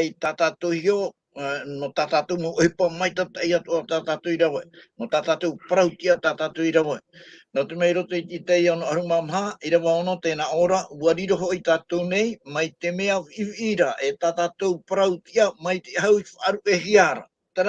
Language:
Tahitian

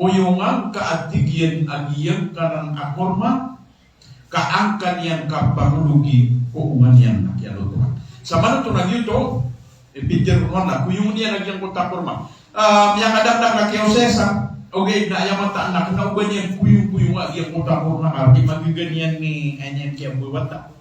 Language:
Maranao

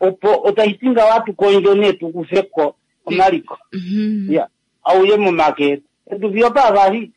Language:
Kuanyama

